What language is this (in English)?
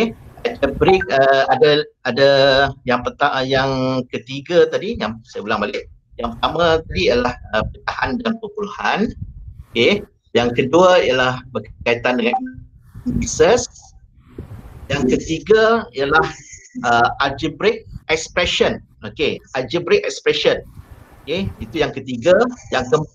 Malay